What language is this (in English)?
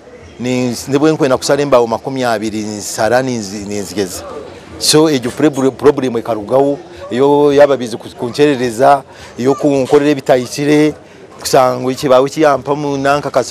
Nyankole